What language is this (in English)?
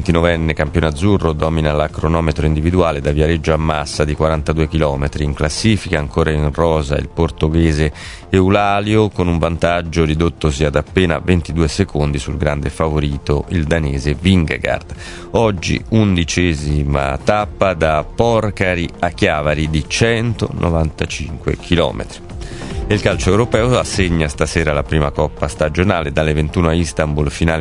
Italian